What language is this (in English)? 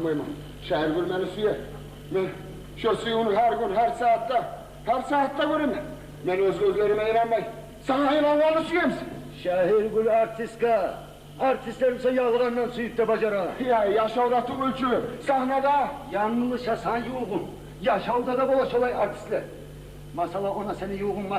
Kumyk